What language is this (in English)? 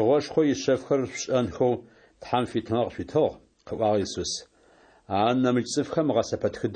Adyghe